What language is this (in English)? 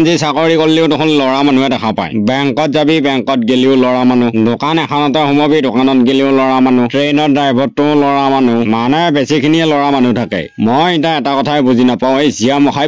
Assamese